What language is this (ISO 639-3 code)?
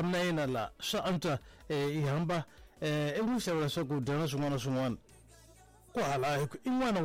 tso